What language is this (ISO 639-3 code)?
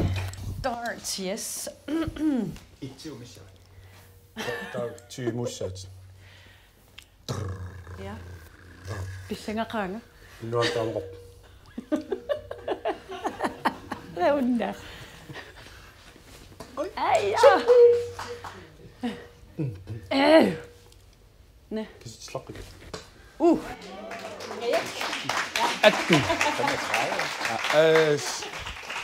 dan